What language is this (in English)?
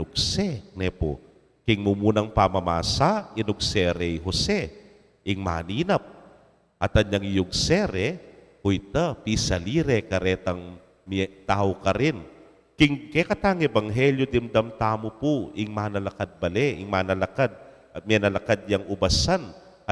Pampanga